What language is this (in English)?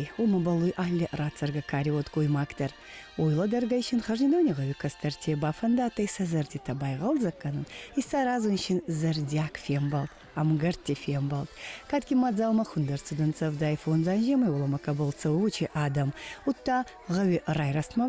Ossetic